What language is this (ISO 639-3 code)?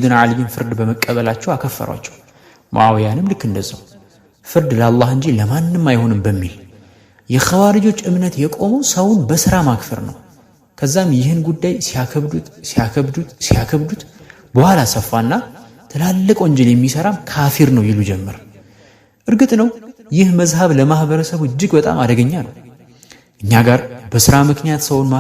amh